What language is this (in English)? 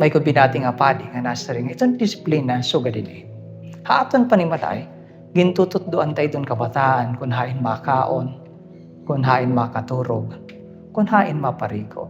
Waray